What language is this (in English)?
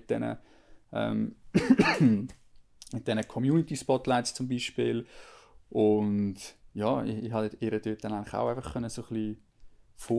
Swiss German